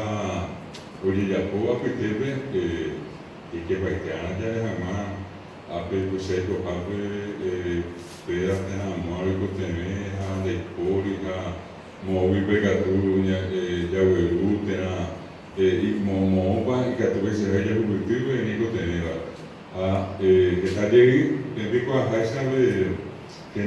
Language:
Guarani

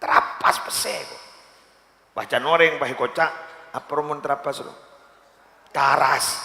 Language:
Madurese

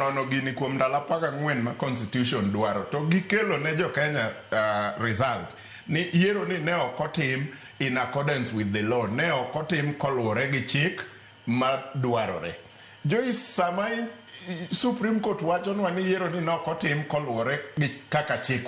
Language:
Luo (Kenya and Tanzania)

